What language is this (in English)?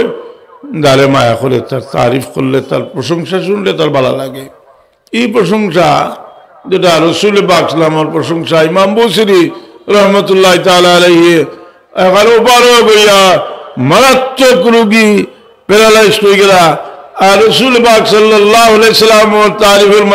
Sylheti